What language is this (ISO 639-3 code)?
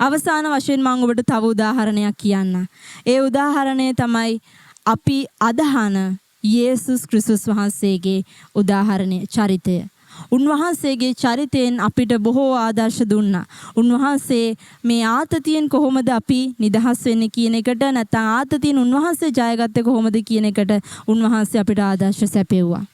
sin